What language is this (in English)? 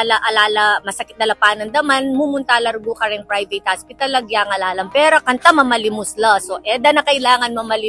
Pampanga